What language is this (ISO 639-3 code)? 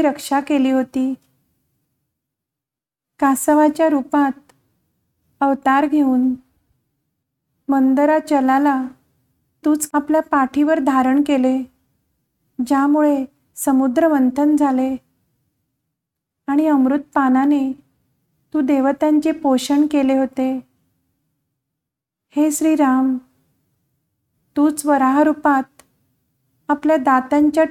mar